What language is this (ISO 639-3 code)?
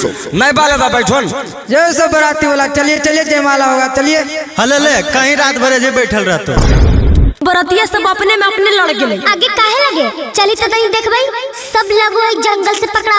mag